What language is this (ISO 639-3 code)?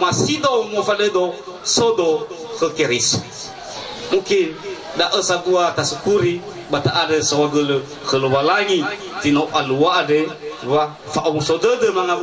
nia